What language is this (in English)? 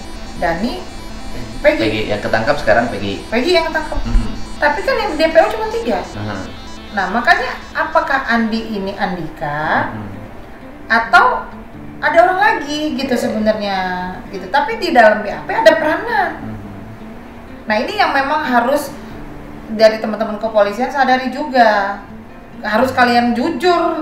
Indonesian